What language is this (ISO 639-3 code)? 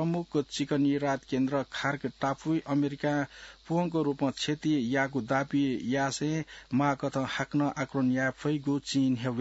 new